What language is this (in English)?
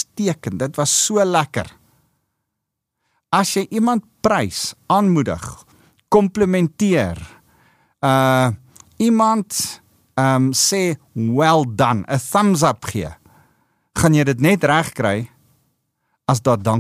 Afrikaans